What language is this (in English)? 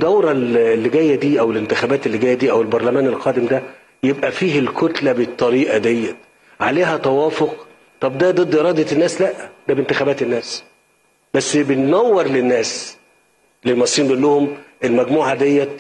Egyptian Arabic